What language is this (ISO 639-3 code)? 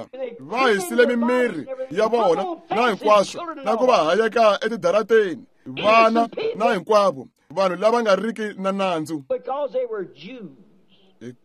tso